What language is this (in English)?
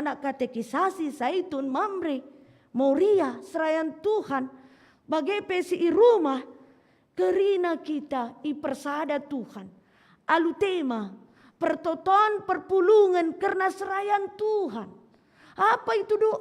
Batak Karo